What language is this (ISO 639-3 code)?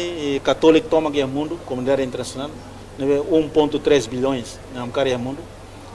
tet